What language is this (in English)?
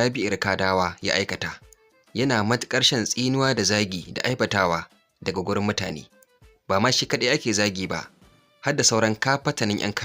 Hausa